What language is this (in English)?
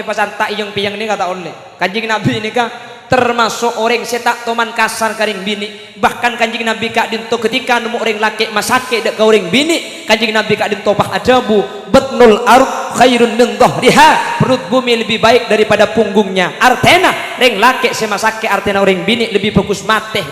Madurese